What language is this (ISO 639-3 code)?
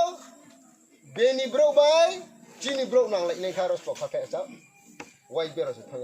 ria